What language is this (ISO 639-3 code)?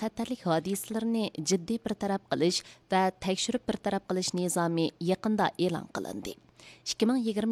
uig